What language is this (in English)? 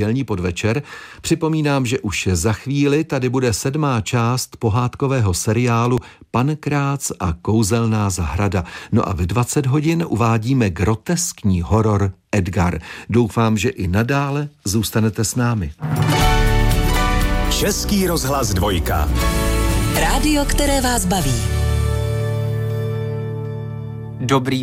Czech